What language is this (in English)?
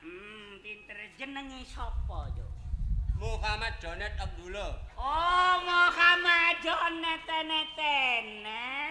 Javanese